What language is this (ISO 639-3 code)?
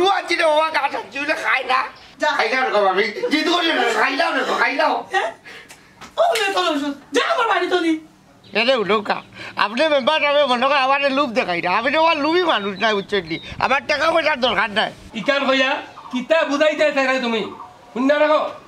syl